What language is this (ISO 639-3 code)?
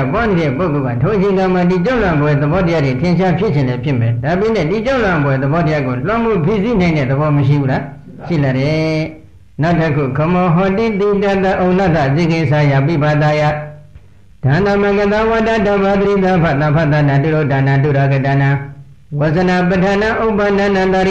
mya